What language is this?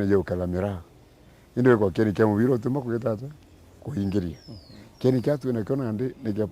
Meru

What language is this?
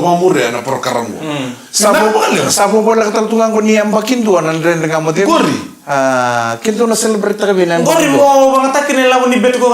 Fijian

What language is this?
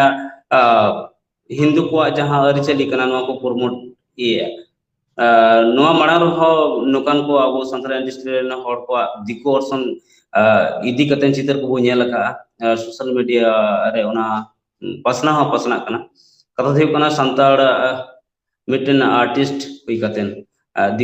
Santali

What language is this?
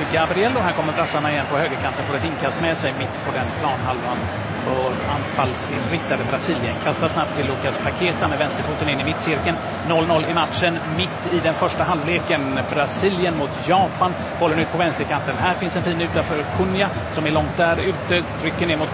Swedish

